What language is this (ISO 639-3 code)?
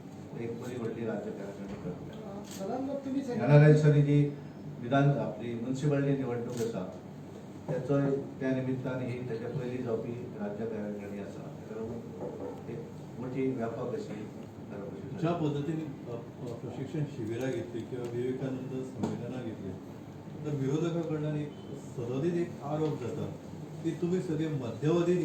kok